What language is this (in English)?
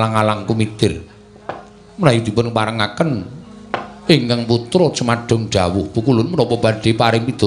Javanese